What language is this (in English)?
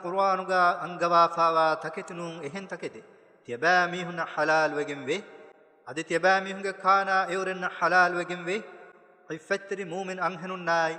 Divehi